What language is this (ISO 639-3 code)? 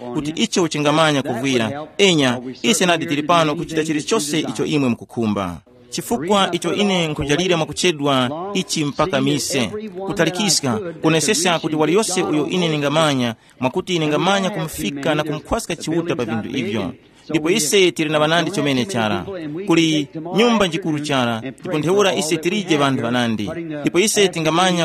tum